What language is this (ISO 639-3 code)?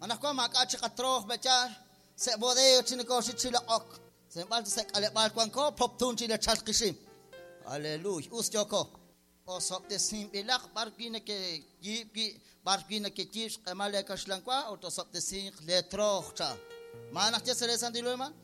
kek